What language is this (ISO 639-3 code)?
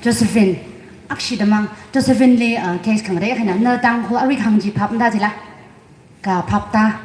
nmf